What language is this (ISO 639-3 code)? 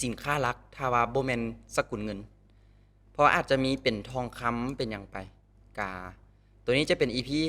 lao